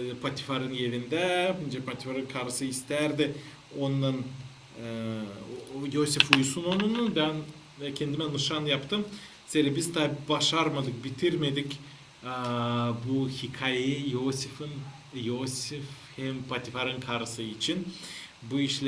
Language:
Gagauz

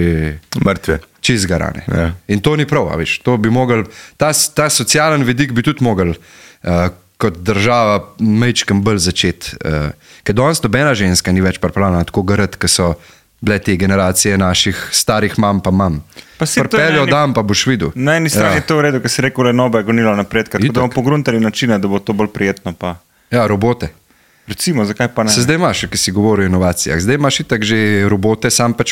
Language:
Slovenian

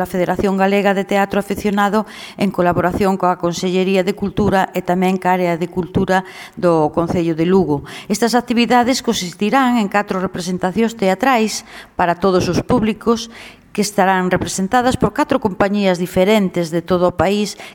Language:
Galician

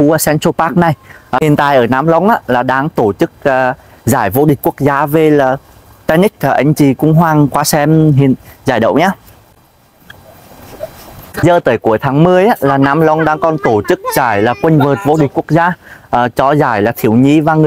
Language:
Vietnamese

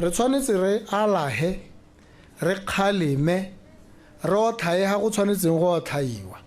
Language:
Tswana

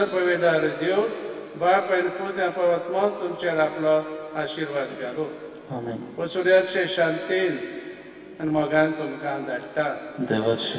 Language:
Konkani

